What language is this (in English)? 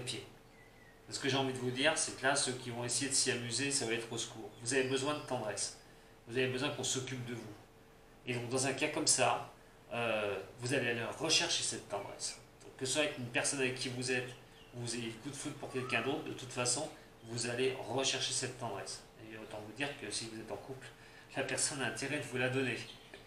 French